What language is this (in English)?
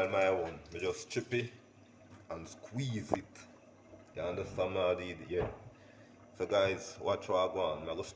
Jamaican Creole English